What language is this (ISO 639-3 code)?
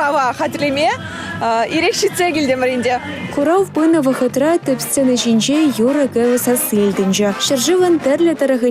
chv